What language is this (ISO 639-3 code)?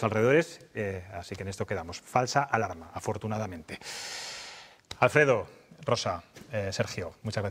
spa